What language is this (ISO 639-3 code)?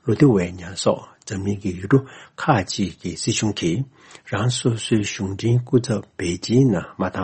bod